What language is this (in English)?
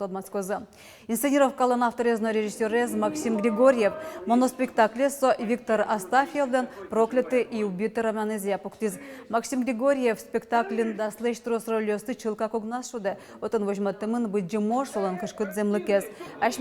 Udmurt